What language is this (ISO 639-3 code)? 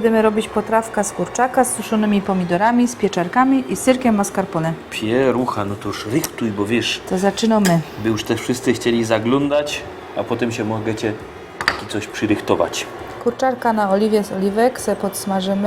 szl